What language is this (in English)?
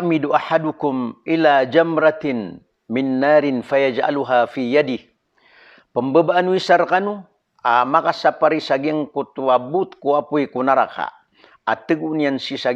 Maranao